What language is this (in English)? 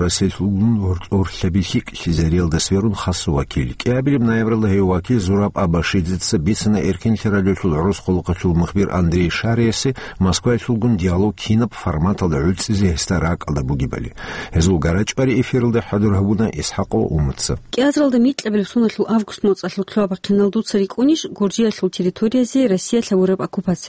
Avaric